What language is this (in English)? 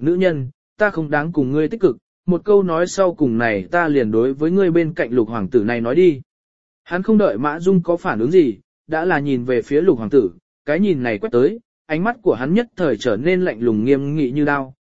Vietnamese